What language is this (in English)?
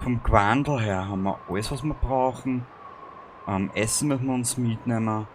Bavarian